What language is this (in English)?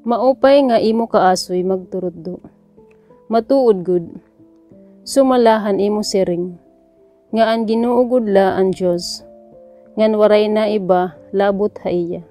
Waray